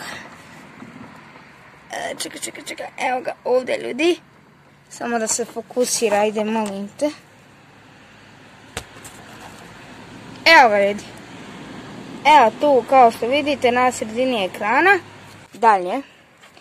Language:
Croatian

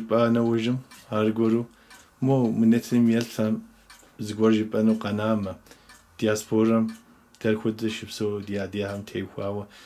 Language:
Kabardian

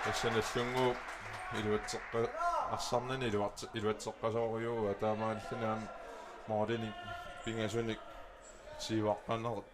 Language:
Kalaallisut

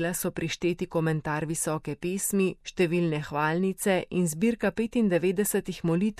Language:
Slovenian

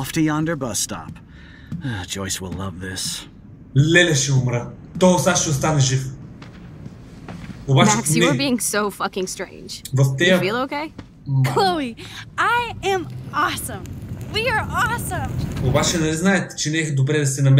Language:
Bulgarian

